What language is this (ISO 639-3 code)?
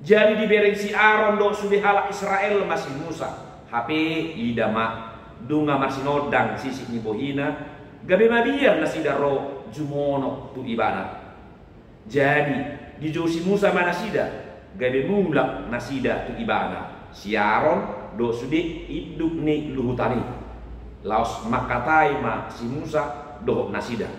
bbc